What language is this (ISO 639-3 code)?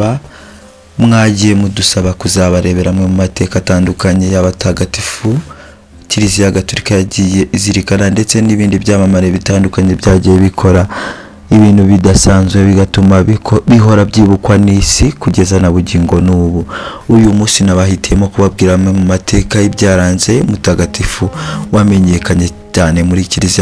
kin